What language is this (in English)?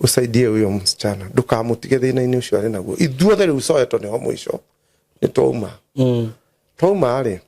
Kikuyu